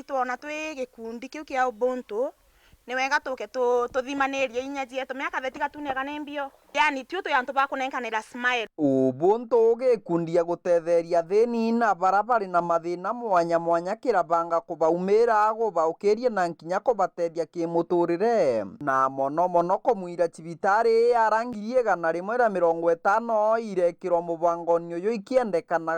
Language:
Meru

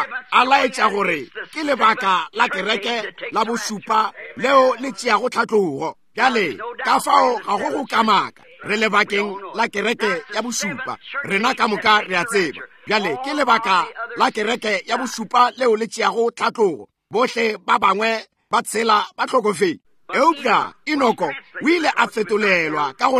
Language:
Northern Sotho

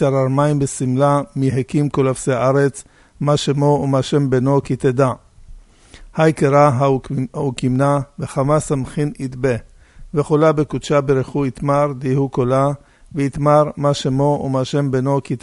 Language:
Hebrew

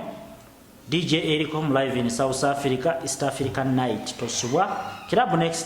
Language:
Ganda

